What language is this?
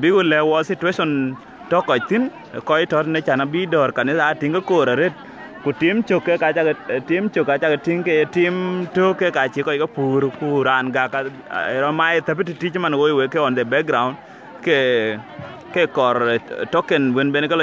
Dinka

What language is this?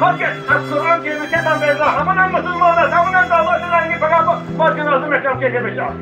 Tajik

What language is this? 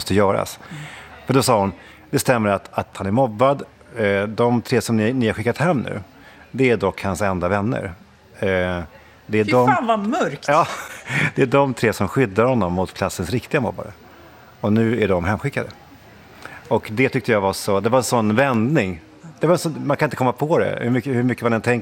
Swedish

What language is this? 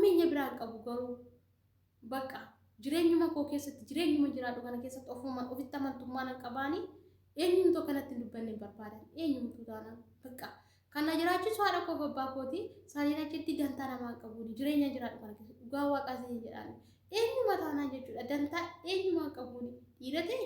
Oromo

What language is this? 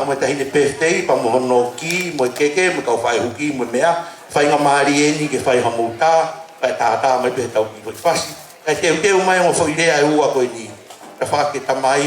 Tongan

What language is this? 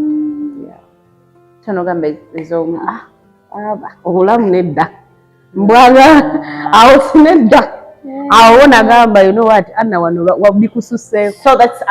Ganda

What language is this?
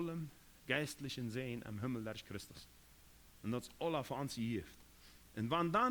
Plautdietsch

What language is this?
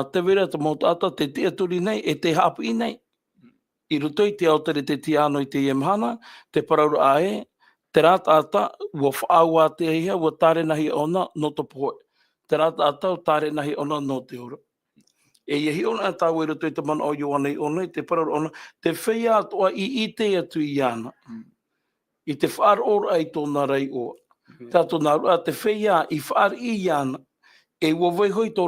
Tahitian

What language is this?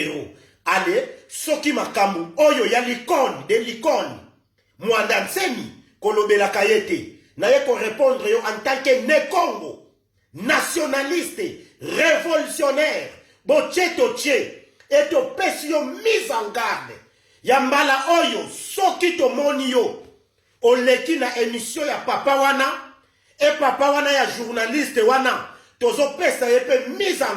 Lingala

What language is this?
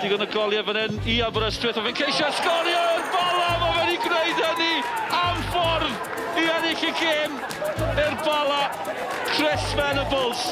Welsh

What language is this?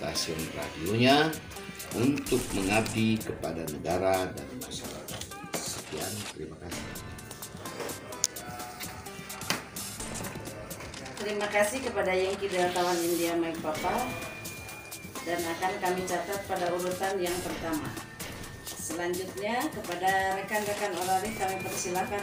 Indonesian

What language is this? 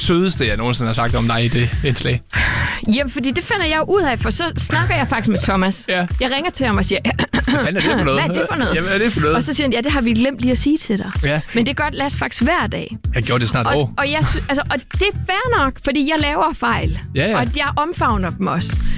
Danish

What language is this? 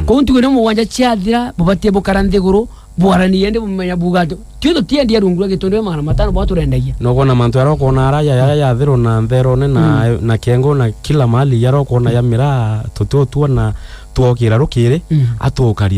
Meru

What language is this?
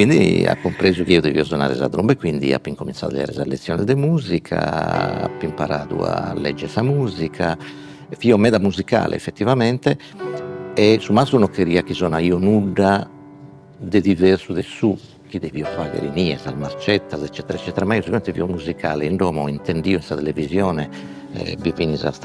Sardinian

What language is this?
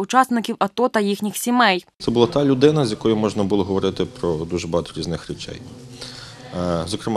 Ukrainian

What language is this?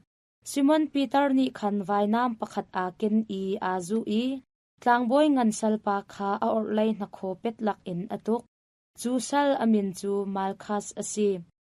Hakha Chin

